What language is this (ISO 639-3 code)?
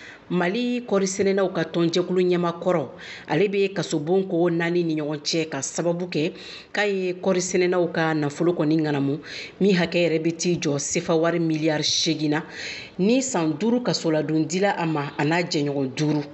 bam